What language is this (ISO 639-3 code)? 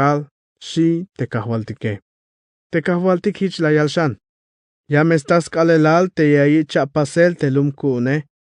tzh